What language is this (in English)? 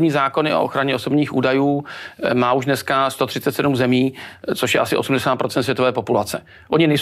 Czech